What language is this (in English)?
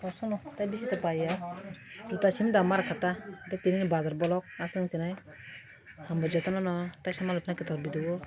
Kok Borok